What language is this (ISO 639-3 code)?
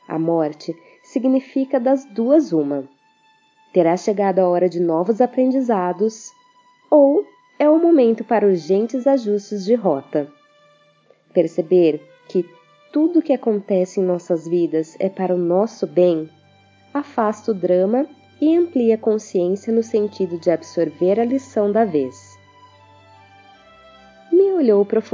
por